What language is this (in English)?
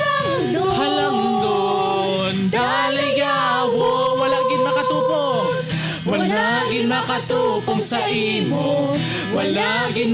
Hiligaynon